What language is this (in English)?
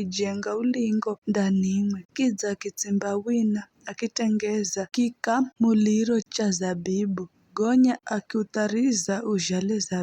Giryama